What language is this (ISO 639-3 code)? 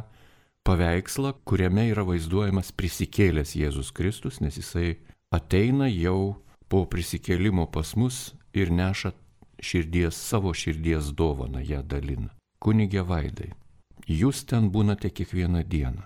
lit